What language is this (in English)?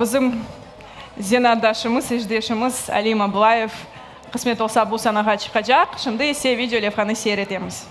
Crimean Tatar